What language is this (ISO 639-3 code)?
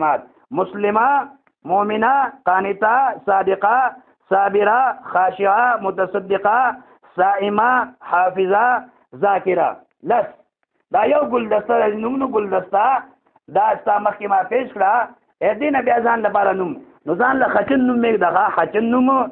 pus